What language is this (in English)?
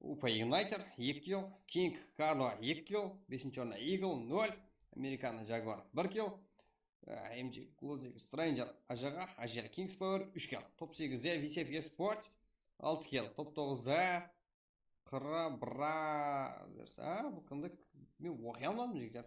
Kara-Kalpak